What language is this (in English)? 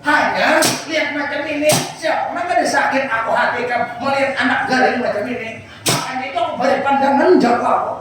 Banjar